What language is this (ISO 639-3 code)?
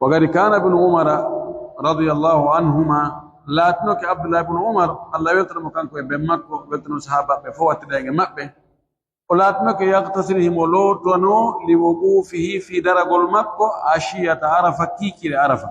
fuf